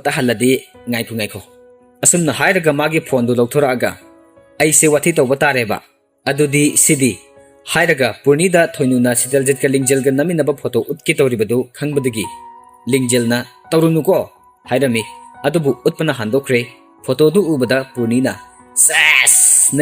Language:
Manipuri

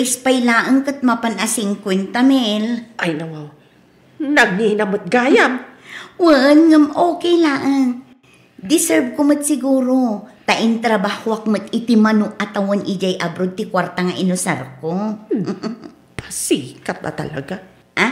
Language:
Iloko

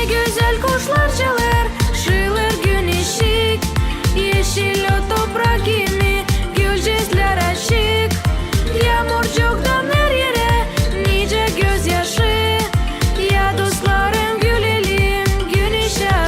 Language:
Gagauz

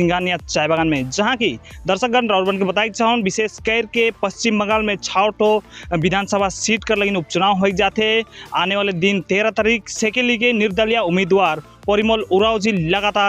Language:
Sadri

